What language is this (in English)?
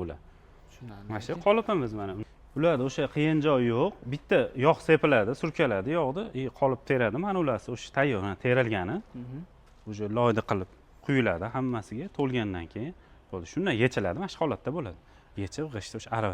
Uzbek